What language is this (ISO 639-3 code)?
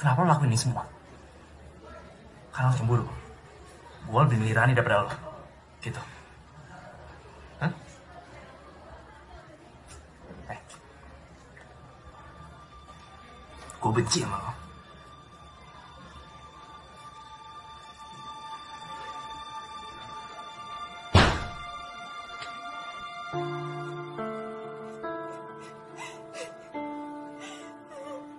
ind